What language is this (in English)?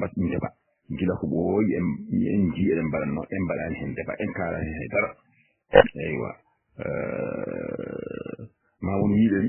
Fula